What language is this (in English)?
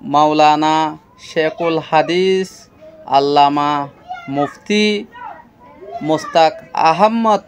Rohingya